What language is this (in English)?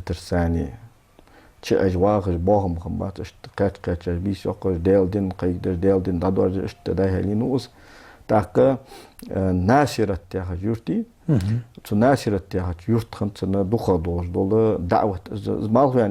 Ingush